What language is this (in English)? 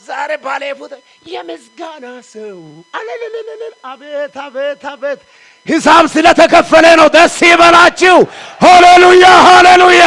Amharic